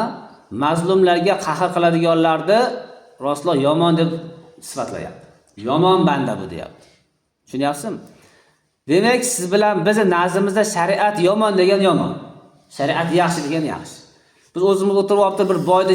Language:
Uzbek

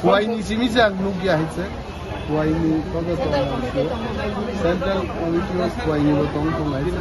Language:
Kok Borok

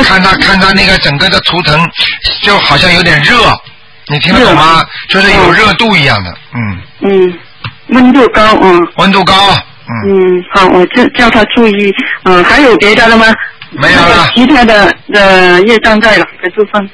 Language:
Chinese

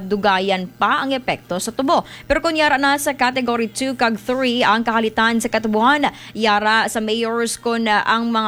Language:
Hiligaynon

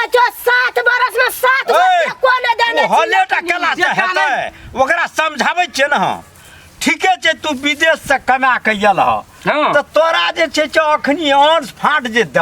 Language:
Maithili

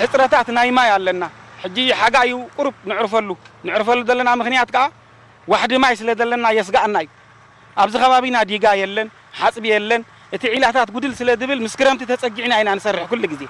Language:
Tigrinya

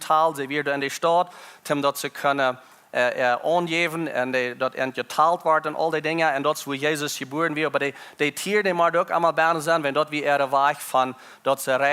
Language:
Plautdietsch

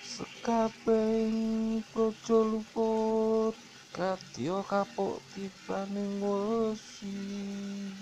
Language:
Javanese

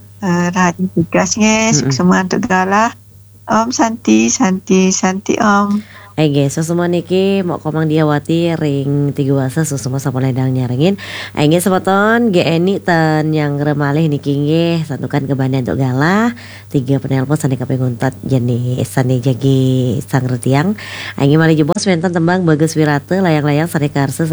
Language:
Balinese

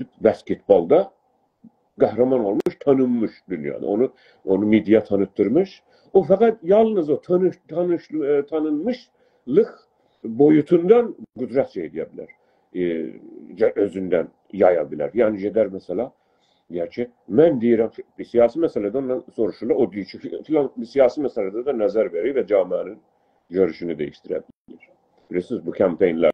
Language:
South Azerbaijani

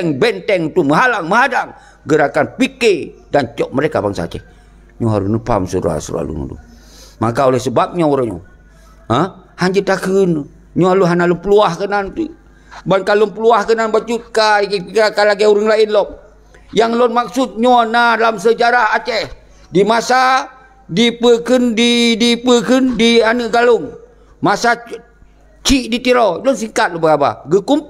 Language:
Achinese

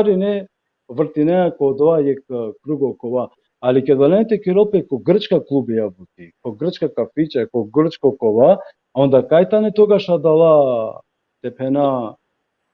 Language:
Balkan Romani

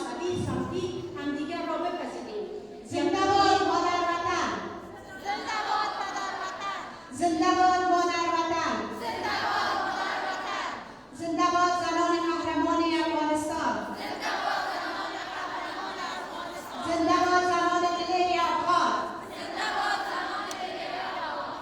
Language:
Persian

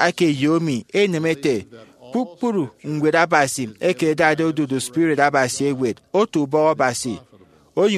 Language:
Efik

